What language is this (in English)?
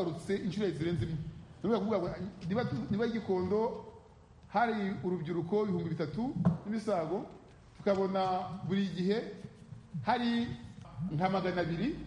Kinyarwanda